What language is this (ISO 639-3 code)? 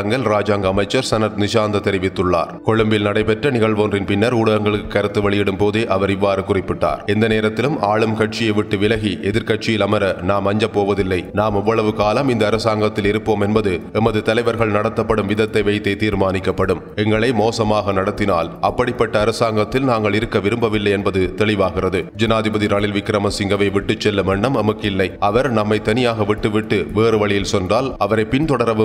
tam